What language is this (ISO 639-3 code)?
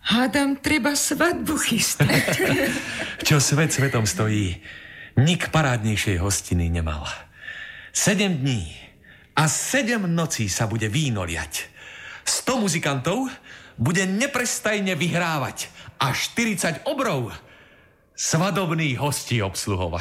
slk